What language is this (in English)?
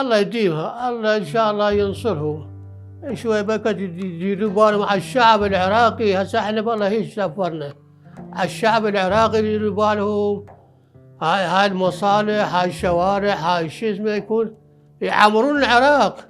Mesopotamian Arabic